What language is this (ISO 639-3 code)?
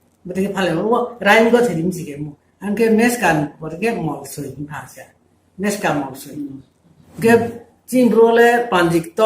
ria